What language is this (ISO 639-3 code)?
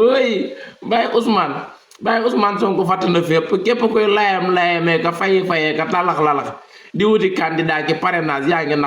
wol